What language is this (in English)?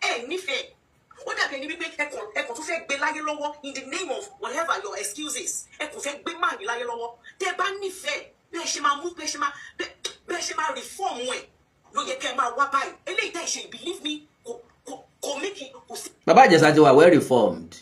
Yoruba